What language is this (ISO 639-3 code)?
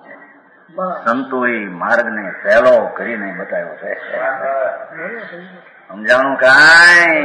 guj